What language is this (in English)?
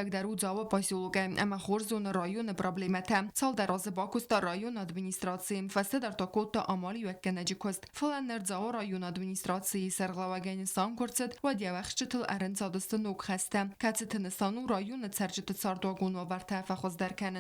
Ossetic